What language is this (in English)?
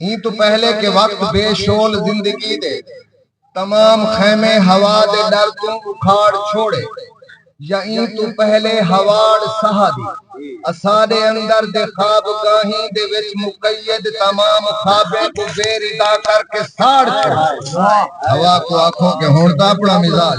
Saraiki